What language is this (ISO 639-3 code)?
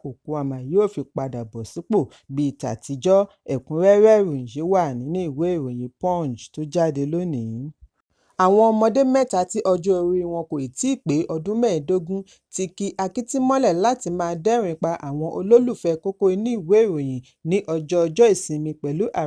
yor